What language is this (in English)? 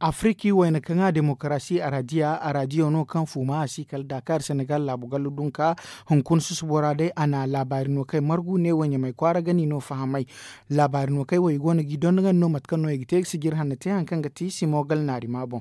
Zarma